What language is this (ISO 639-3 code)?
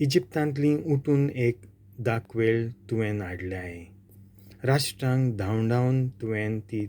kok